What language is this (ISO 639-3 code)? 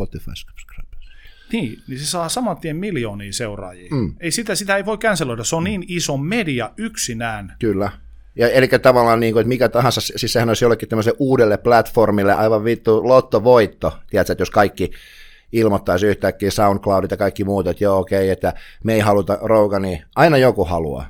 fin